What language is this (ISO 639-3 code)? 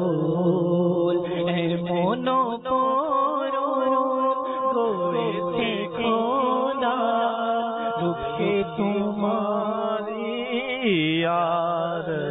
ben